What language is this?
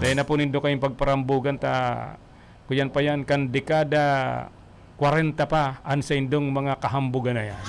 Bikol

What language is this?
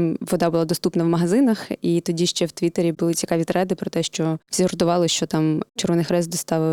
Ukrainian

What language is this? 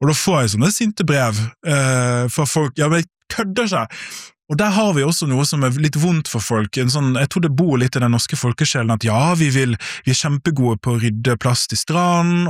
Norwegian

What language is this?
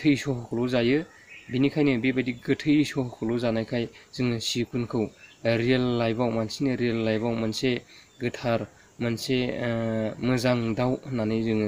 Bodo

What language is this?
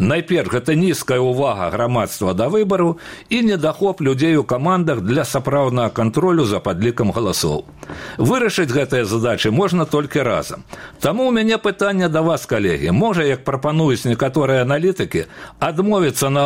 Belarusian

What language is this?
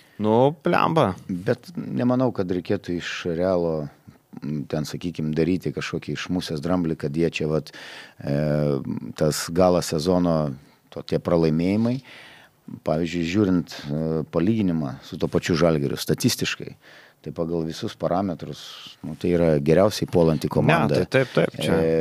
Lithuanian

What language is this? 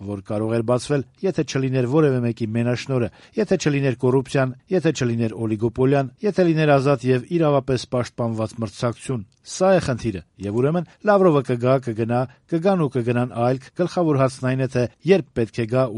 Armenian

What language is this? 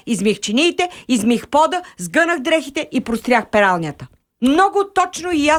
Bulgarian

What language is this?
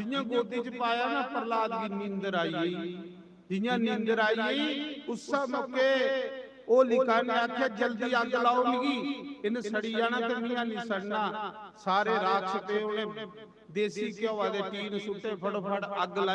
Dogri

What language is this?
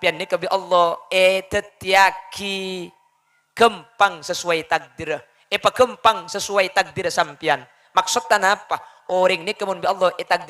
Madurese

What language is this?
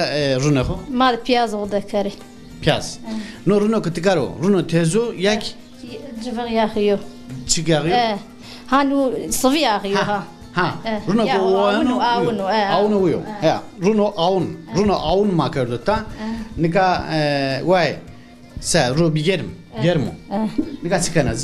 Zaza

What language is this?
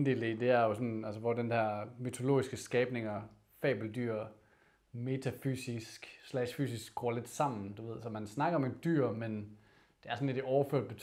Danish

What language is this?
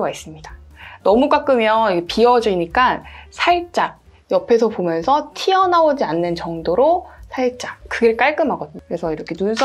Korean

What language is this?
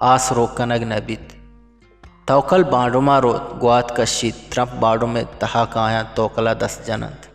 Eastern Balochi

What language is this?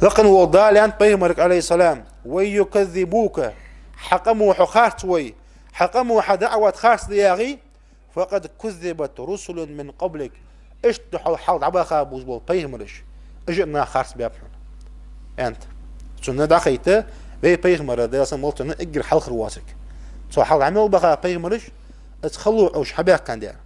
Ingush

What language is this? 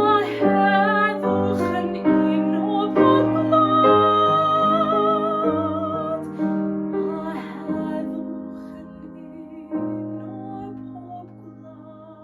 Welsh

